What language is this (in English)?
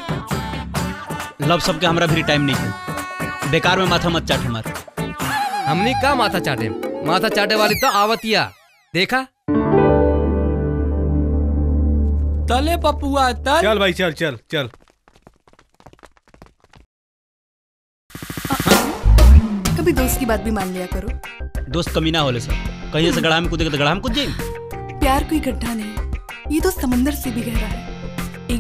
Bhojpuri